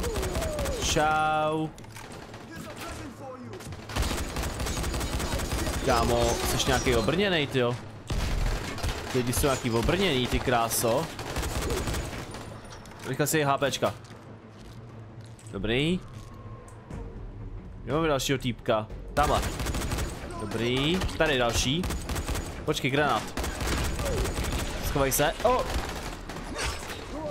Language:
Czech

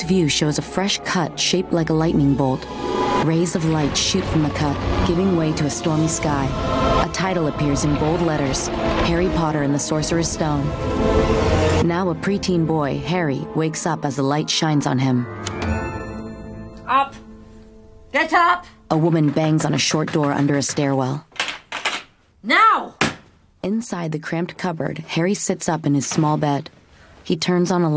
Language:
English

